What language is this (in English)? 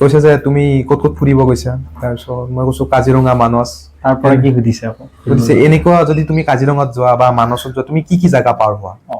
Assamese